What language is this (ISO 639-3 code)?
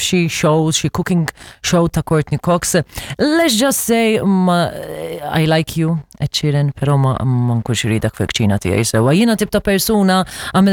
mlt